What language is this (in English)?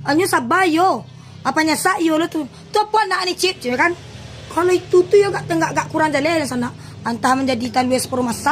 Minangkabau